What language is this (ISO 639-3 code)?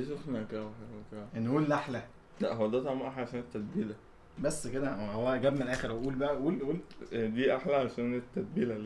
arz